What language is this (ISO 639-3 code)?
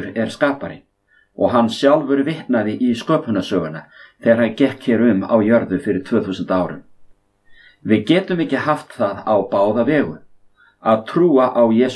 isl